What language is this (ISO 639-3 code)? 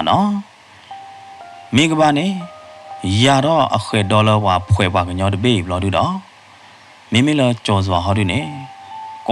ksw